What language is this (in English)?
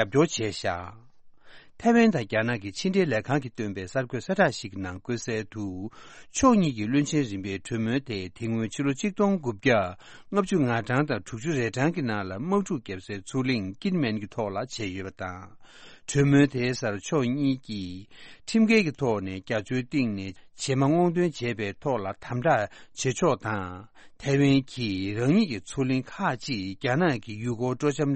Tibetan